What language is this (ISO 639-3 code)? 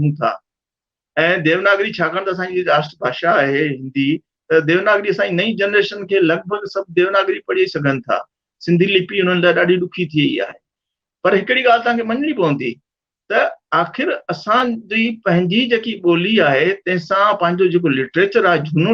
snd